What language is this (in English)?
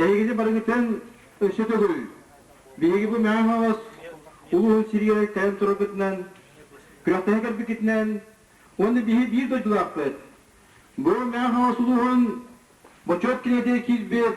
Yakut